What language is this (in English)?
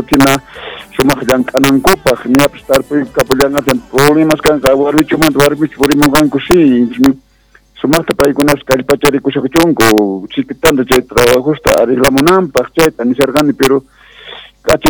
Quechua